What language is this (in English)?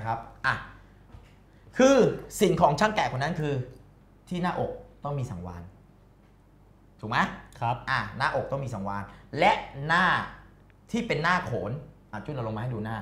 Thai